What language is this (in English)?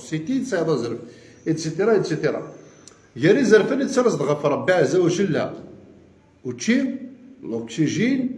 Kabyle